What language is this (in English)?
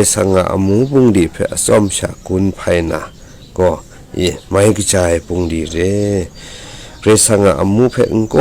Kachin